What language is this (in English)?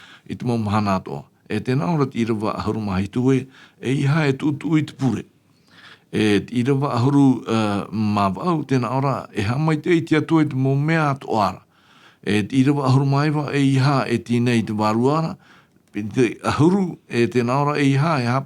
Tahitian